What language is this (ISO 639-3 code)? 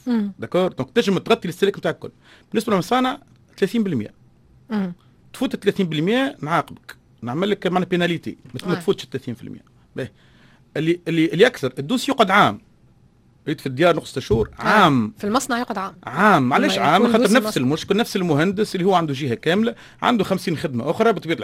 aeb